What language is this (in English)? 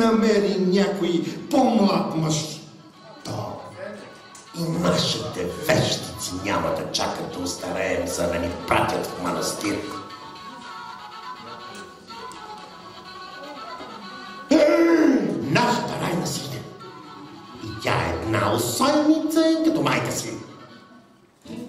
Bulgarian